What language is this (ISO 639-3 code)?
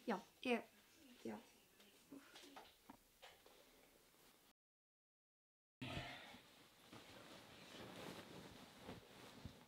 isl